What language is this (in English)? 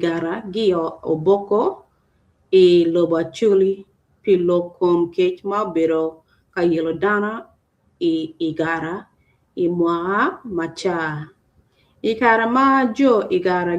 Acoli